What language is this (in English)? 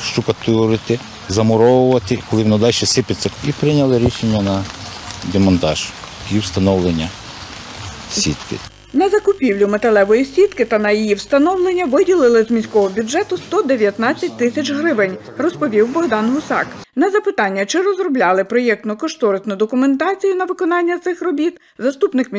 Ukrainian